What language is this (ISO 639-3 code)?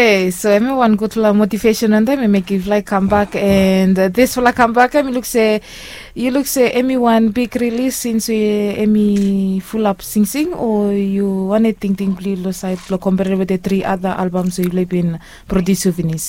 bis